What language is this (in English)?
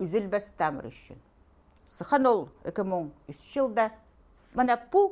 Khakas